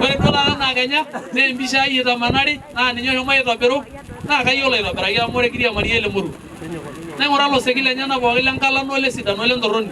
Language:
Masai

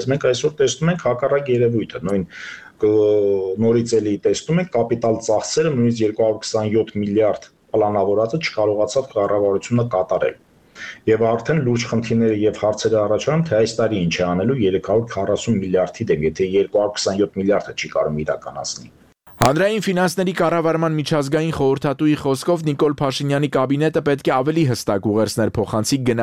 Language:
Armenian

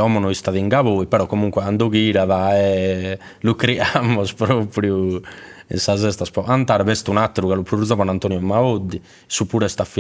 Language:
Sardinian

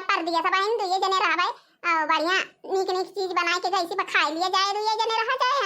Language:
Awadhi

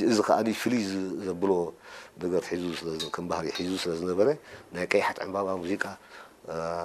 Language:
Tigrinya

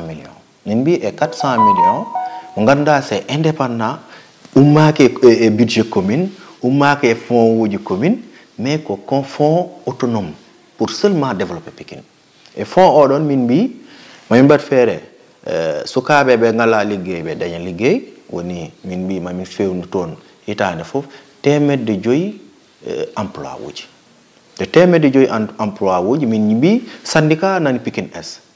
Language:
Fula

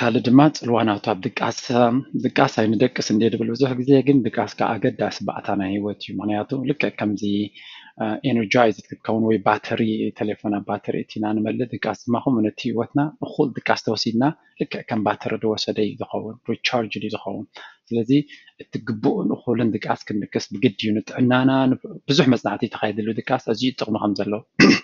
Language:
Tigrinya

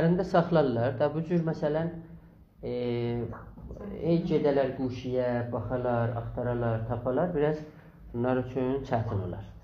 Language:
South Azerbaijani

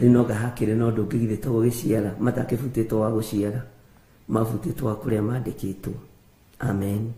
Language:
Kikuyu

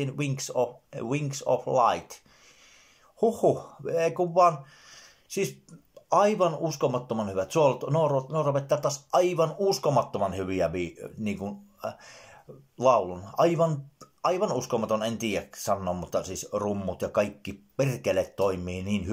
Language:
Finnish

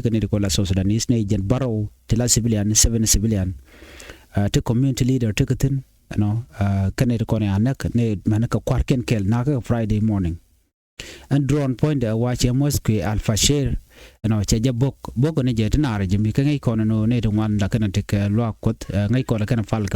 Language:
Nuer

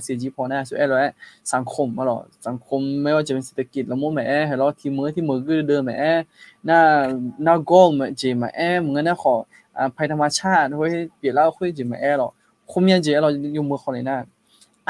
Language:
Akha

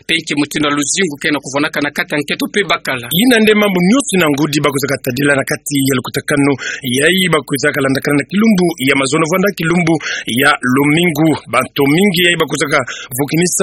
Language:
Kituba (Democratic Republic of Congo)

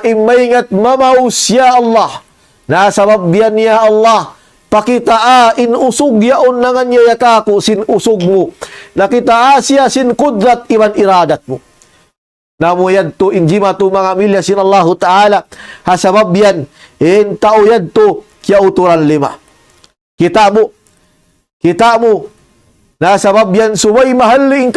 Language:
Tausug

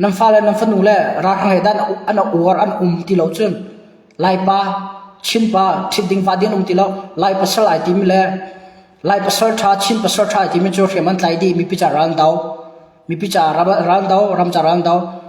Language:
Hakha Chin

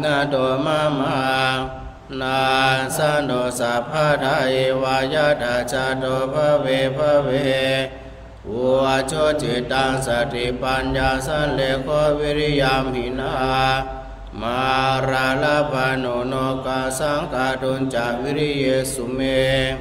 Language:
Pali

